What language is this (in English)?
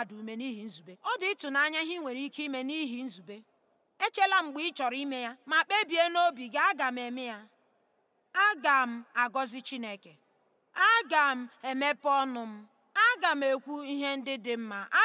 Igbo